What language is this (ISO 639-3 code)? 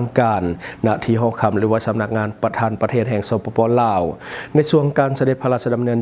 lao